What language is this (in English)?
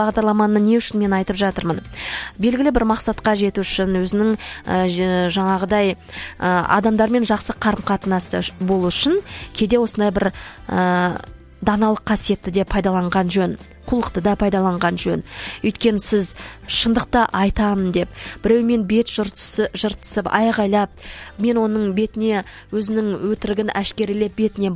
Kazakh